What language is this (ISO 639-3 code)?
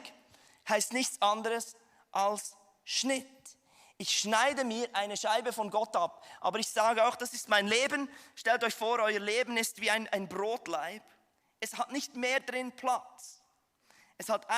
gsw